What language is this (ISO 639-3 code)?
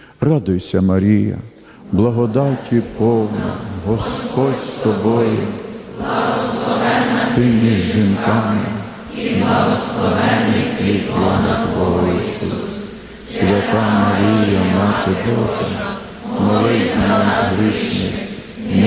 ukr